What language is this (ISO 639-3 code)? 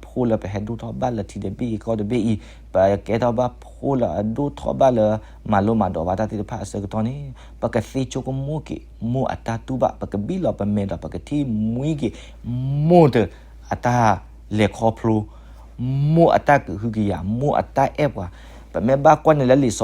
ksw